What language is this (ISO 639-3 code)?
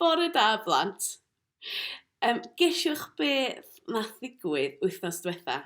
cym